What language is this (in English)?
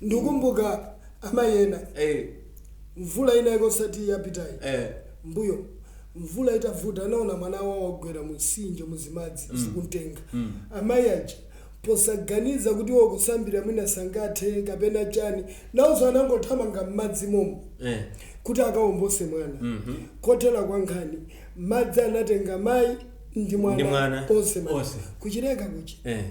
Nyanja